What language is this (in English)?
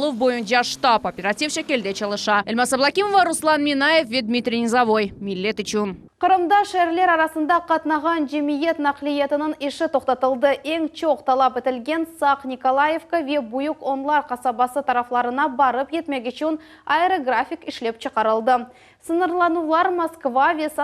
Crimean Tatar